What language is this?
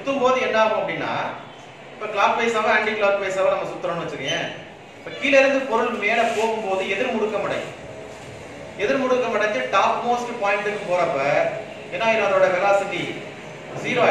Tamil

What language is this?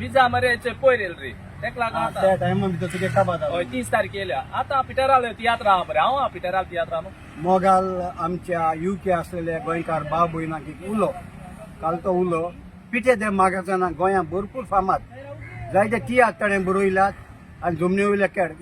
Konkani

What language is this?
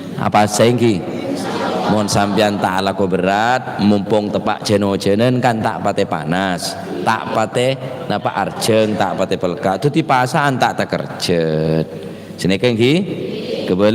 Madurese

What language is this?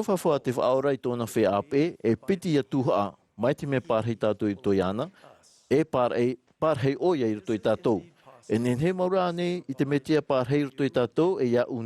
Tahitian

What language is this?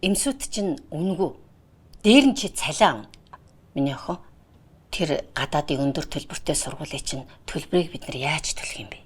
Mongolian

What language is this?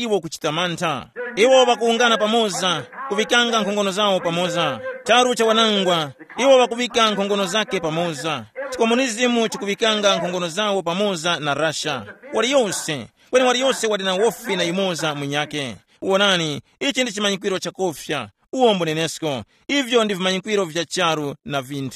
Tumbuka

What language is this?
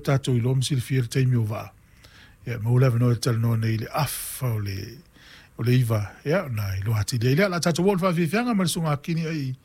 Samoan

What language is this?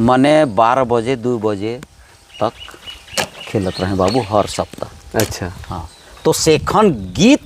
Sadri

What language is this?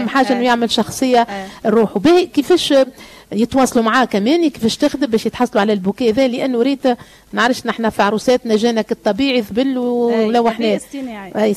Tunisian Arabic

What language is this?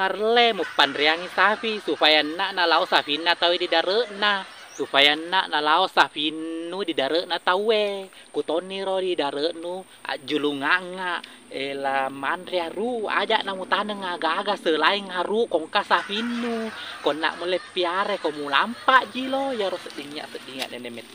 Buginese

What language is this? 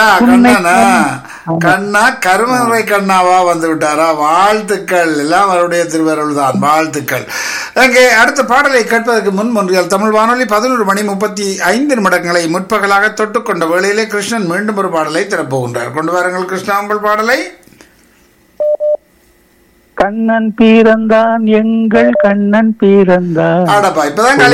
Tamil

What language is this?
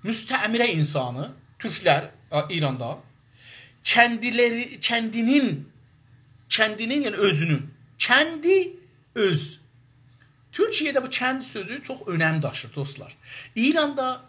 South Azerbaijani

